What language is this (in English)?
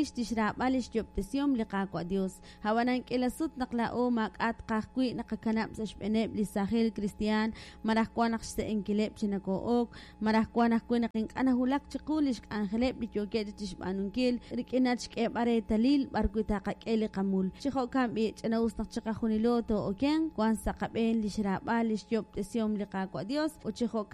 Kekchí